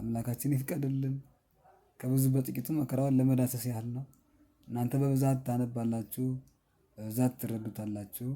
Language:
Amharic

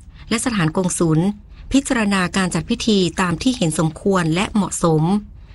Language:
Thai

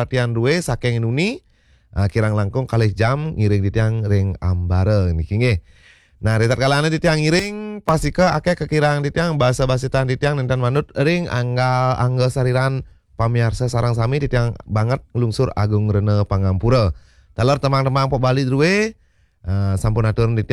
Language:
Balinese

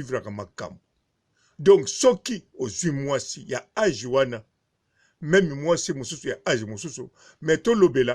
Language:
Lingala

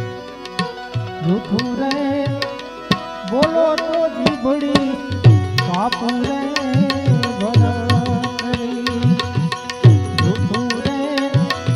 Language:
Gujarati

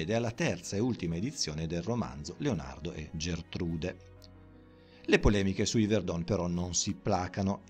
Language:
Italian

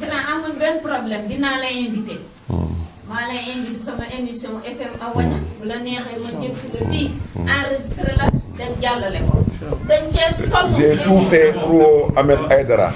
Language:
Wolof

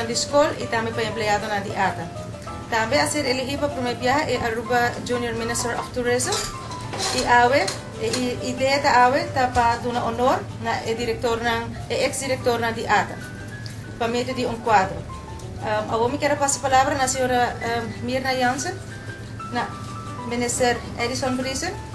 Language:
Papiamento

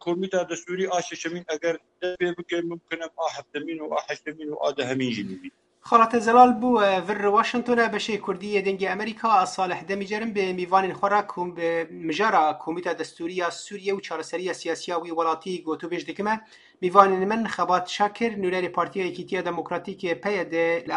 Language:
Kurdish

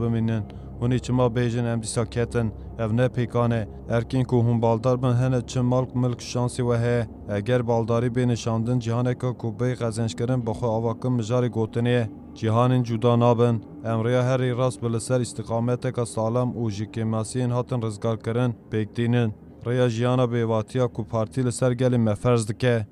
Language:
Kurdish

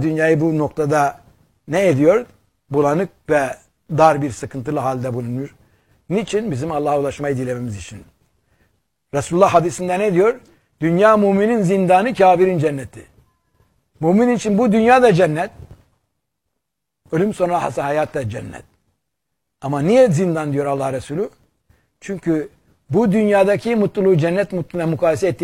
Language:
Turkish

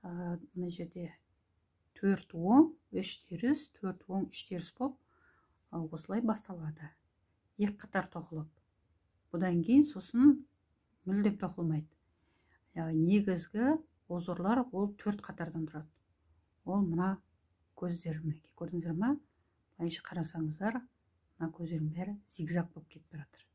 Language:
Kazakh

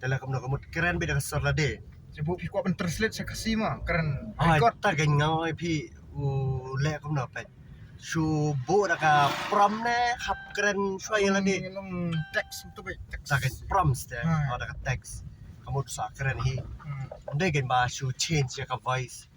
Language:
Khasi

